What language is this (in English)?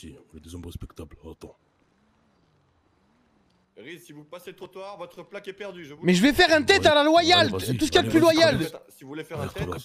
French